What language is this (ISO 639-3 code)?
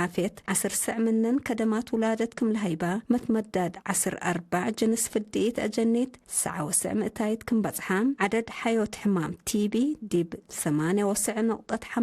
tig